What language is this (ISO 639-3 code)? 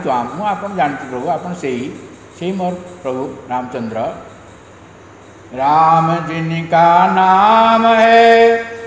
ori